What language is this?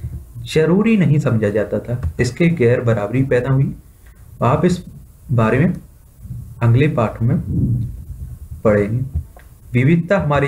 Hindi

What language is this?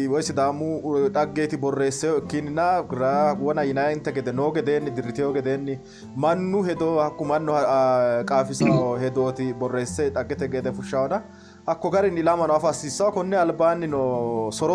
Sidamo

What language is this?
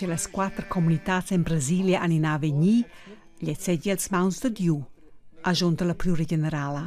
Romansh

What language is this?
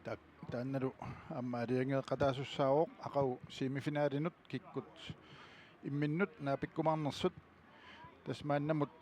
Kalaallisut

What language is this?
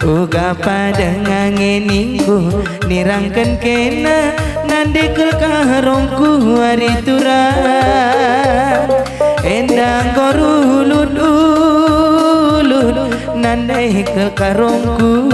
Batak Karo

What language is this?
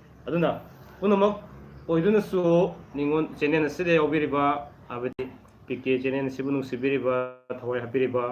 Manipuri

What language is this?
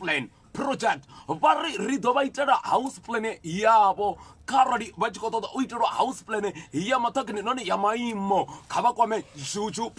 Venda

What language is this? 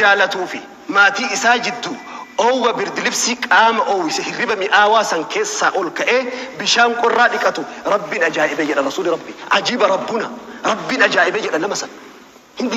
Oromo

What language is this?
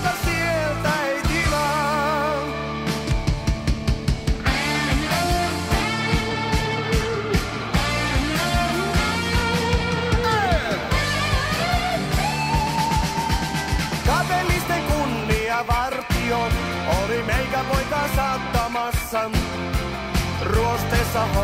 Finnish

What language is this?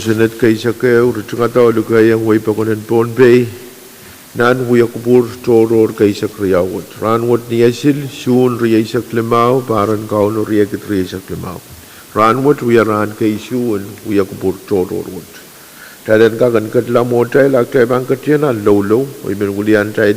Pohnpeian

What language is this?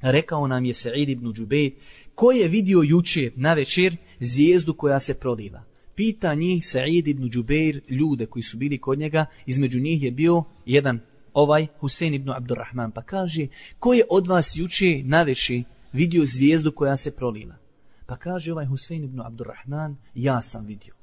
Bosnian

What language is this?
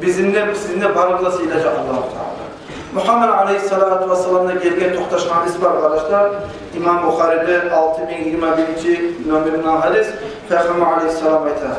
Kumyk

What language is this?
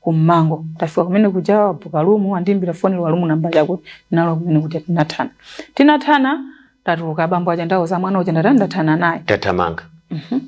Nyanja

